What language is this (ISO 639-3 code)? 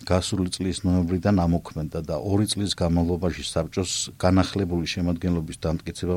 kat